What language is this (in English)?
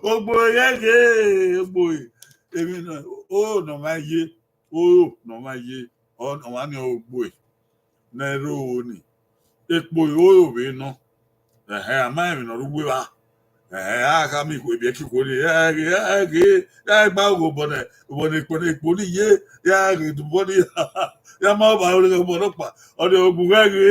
Bini